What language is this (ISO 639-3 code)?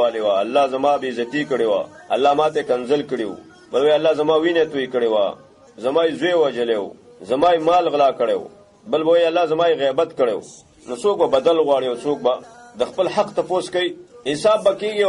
pus